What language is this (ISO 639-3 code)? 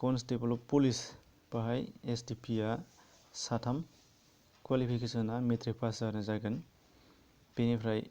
brx